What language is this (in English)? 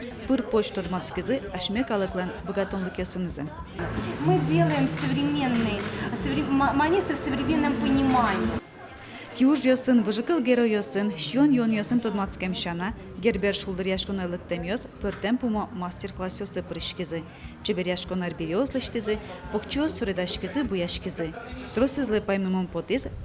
Udmurt